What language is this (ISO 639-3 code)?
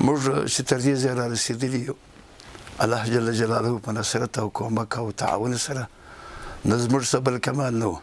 pus